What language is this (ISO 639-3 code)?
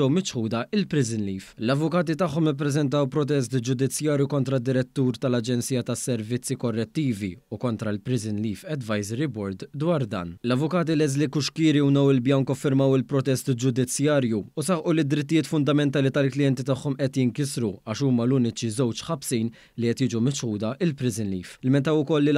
mlt